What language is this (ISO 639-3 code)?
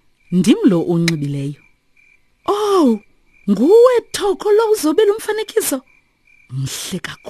xho